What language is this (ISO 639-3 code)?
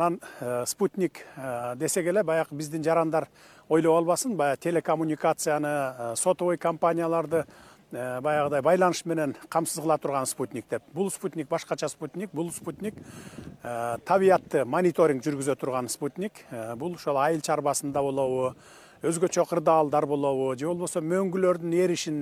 kir